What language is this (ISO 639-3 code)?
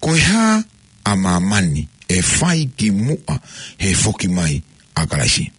ton